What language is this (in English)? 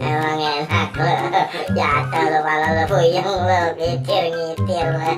Betawi